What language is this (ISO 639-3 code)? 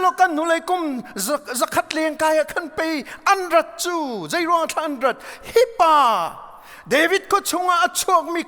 cnh